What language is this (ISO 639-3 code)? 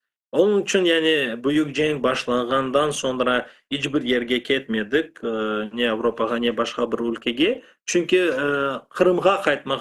crh